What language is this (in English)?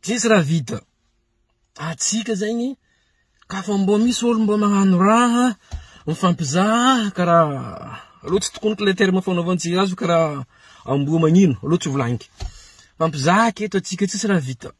Malagasy